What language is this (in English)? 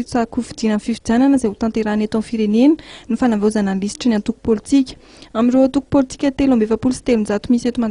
Malagasy